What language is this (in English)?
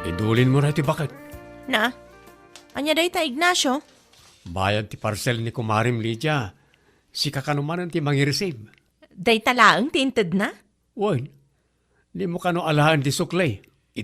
Iloko